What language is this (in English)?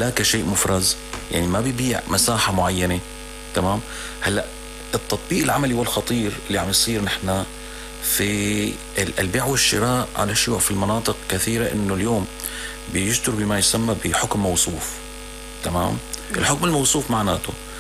North Levantine Arabic